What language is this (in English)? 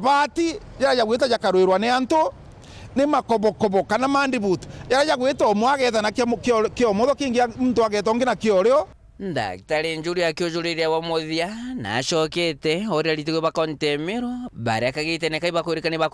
Meru